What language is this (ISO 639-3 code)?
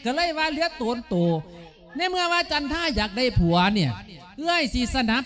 lao